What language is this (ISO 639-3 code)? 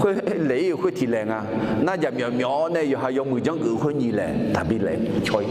ahk